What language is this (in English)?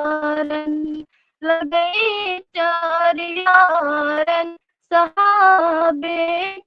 Kashmiri